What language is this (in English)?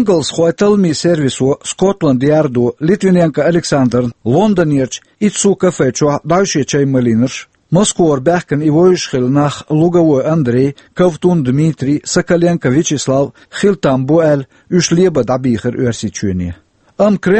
Chechen